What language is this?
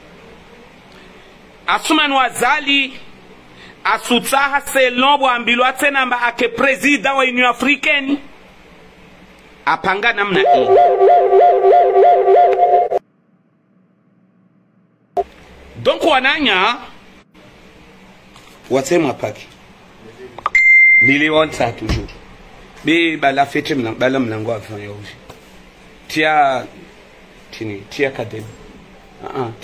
Swahili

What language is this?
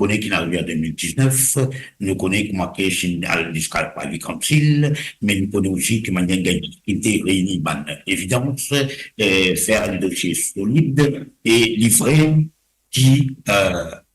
Morisyen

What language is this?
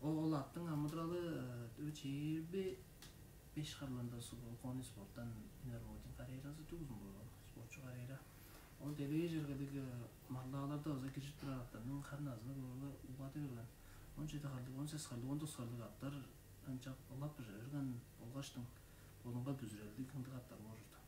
Tuvinian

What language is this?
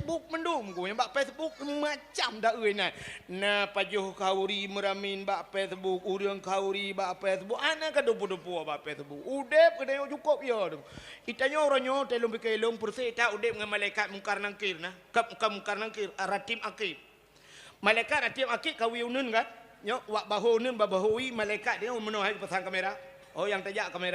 Achinese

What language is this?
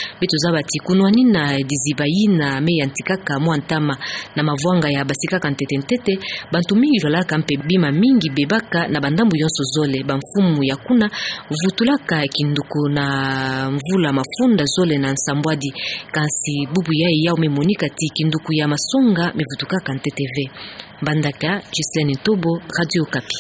Kituba (Democratic Republic of Congo)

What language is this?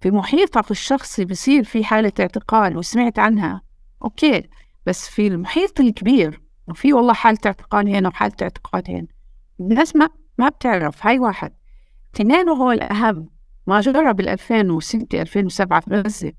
North Levantine Arabic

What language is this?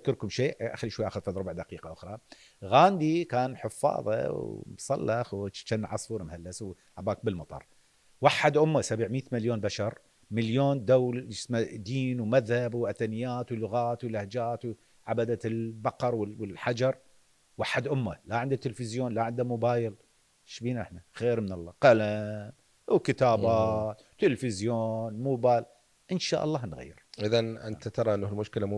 Mesopotamian Arabic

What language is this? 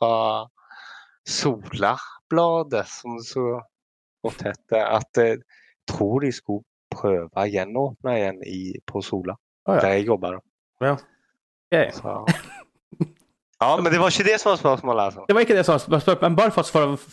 Norwegian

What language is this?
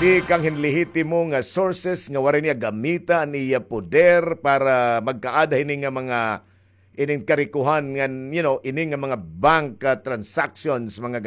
Waray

